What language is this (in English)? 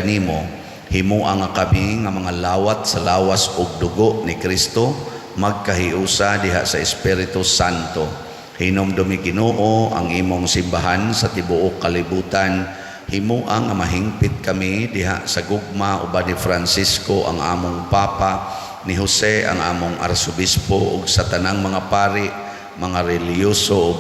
Cebuano